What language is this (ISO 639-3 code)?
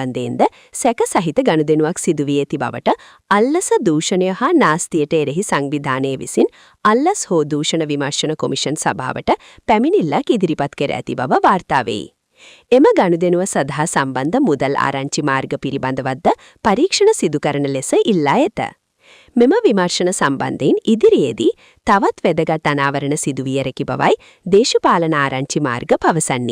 sin